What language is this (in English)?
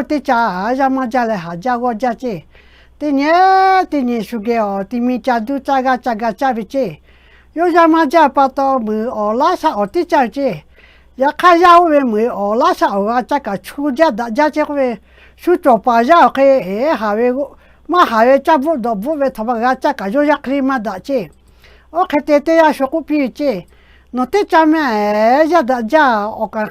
Lahu